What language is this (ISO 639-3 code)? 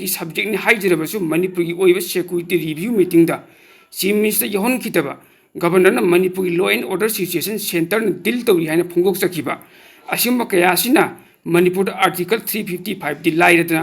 mni